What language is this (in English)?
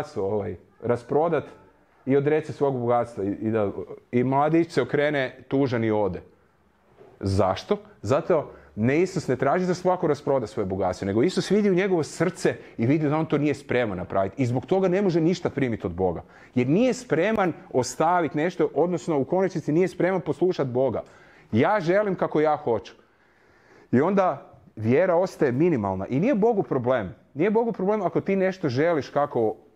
Croatian